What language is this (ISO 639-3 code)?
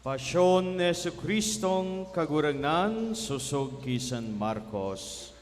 bik